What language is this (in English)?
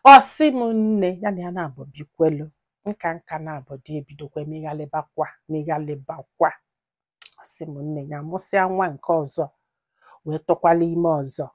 Igbo